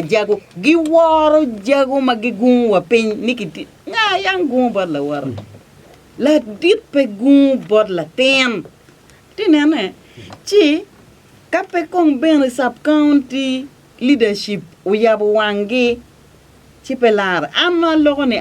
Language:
Acoli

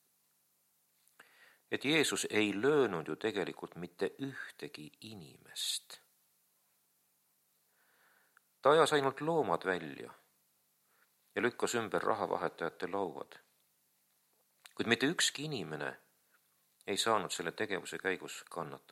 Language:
Estonian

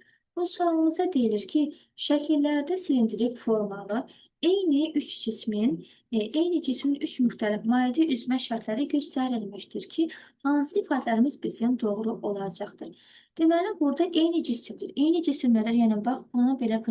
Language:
Azerbaijani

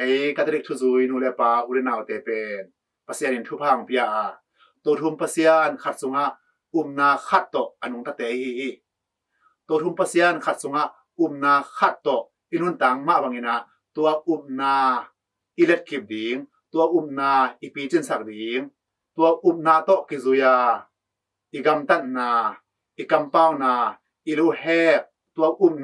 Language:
Tedim Chin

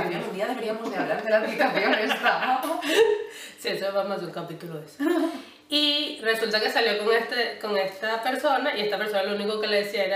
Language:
Spanish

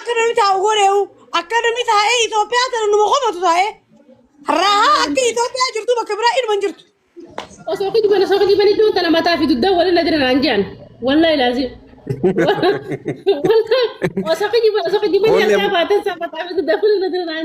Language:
Oromo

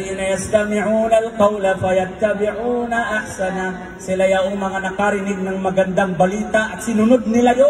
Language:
Maranao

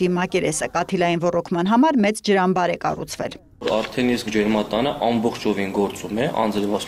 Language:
Armenian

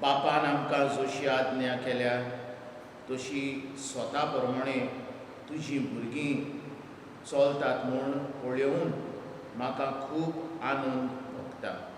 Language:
Konkani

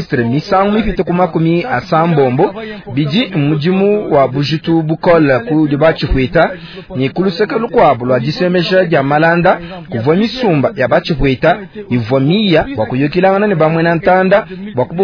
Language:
Luba-Lulua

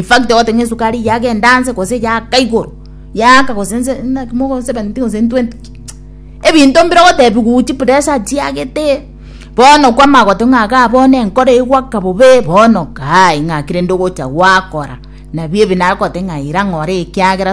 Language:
Gusii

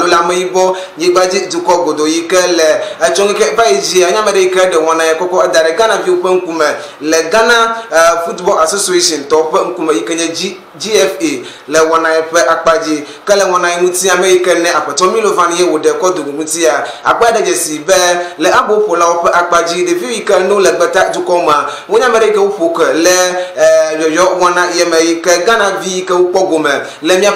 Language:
Ewe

